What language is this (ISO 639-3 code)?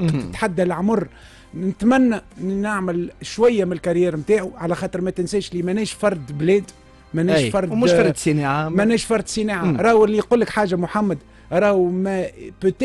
aeb